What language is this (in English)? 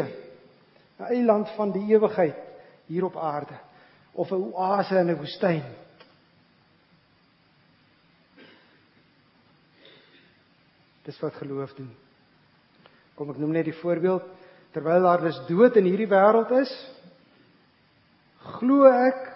Afrikaans